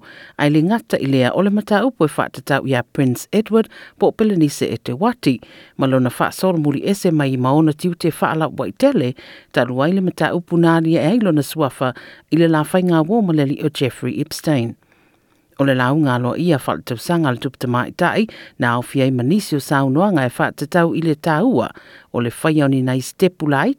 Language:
Samoan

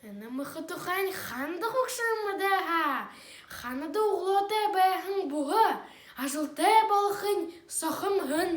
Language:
Buriat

